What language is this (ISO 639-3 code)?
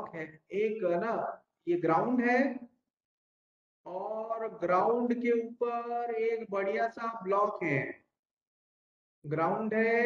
hin